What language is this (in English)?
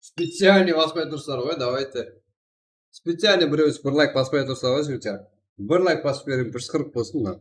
Kara-Kalpak